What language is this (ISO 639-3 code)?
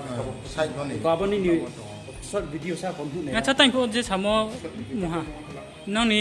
ria